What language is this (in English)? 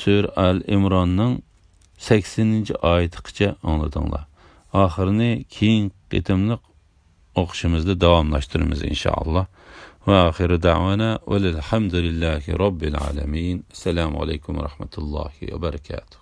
Uyghur